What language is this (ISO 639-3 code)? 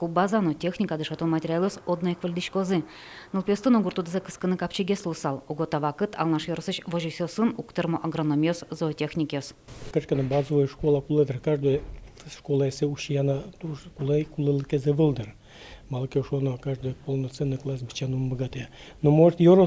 udm